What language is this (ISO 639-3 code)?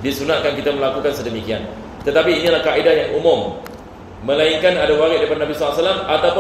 msa